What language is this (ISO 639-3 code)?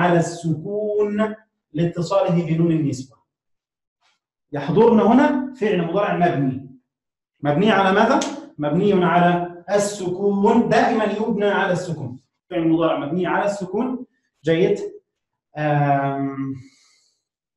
ara